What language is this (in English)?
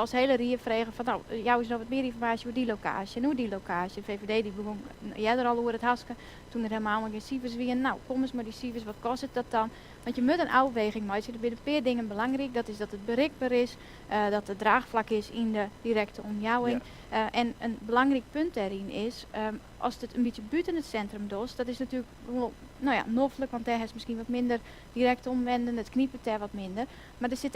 Western Frisian